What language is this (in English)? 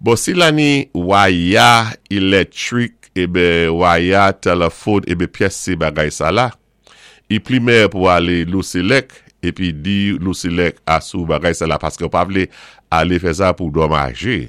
Saint Lucian Creole French